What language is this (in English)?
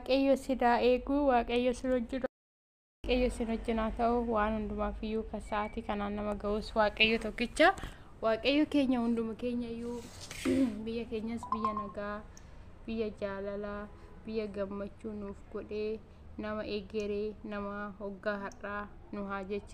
Oromo